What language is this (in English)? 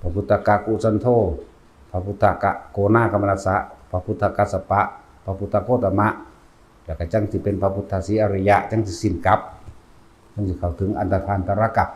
Lao